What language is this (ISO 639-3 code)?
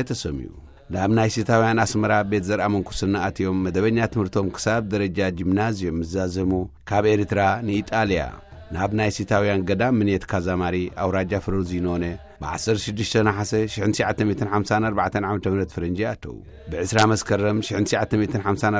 tir